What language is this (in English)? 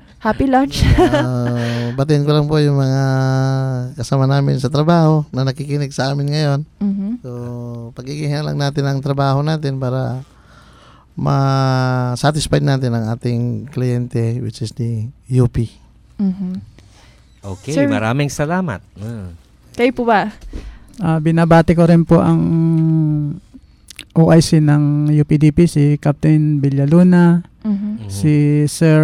Filipino